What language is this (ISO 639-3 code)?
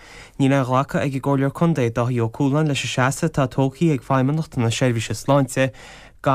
gle